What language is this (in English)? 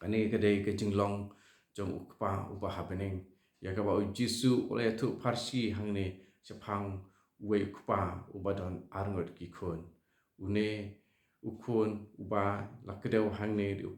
Khasi